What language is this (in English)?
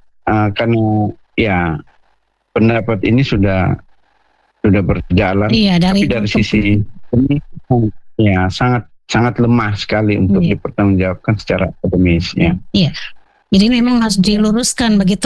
Indonesian